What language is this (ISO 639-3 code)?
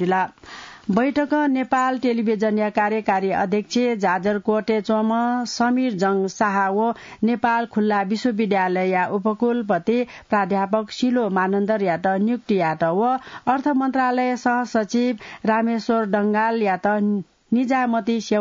new